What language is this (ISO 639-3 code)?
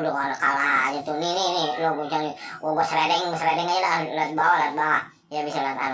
bew